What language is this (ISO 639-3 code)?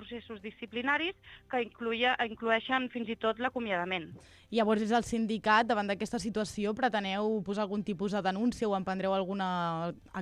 cat